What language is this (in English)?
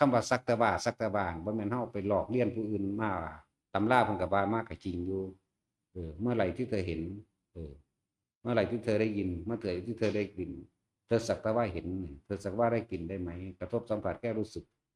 Northeastern Thai